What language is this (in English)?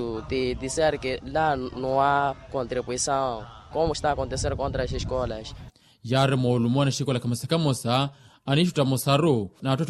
Makhuwa